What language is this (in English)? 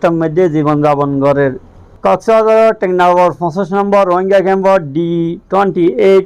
Rohingya